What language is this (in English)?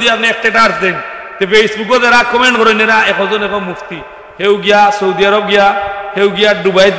Sylheti